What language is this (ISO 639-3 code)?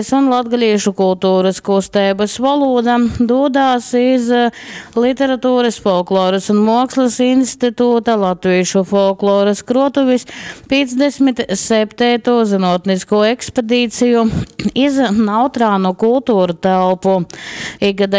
ltg